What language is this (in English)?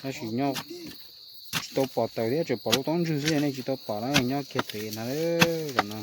Hmong